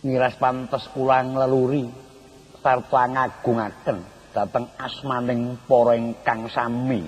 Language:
Javanese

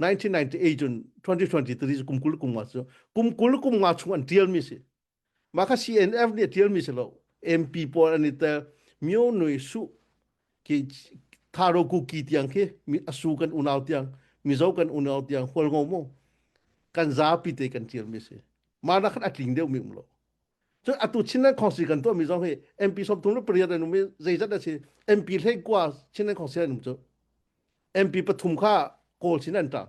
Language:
Hakha Chin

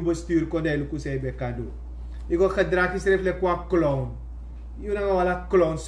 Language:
Sranan Tongo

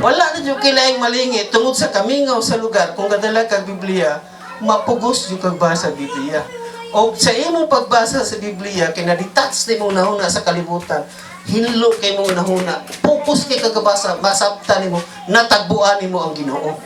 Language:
Cebuano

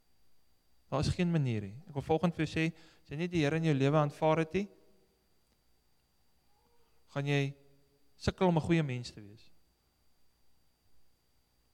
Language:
Afrikaans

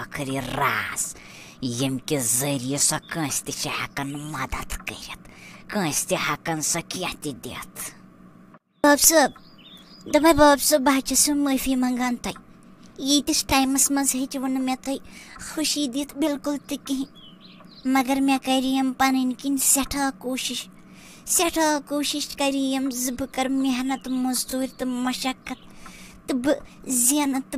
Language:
Kashmiri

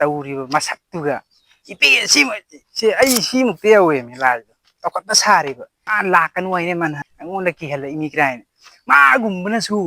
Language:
Manipuri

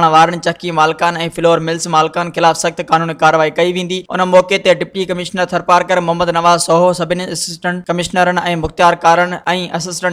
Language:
Sindhi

